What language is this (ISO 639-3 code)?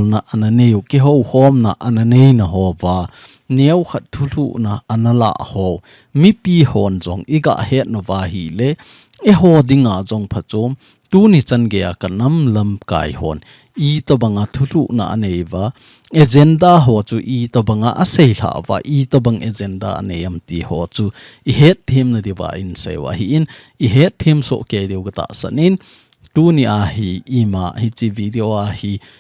tcz